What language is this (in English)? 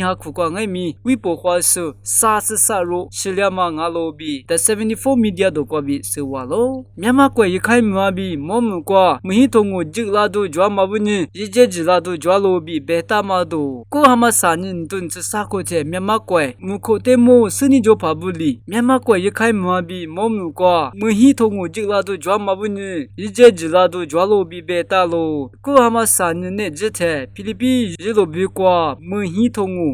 Lisu